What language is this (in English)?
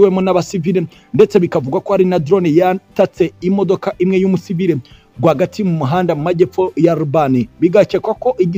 Kinyarwanda